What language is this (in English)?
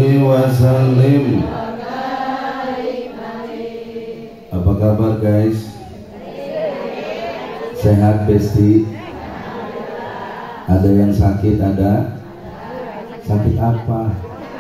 Indonesian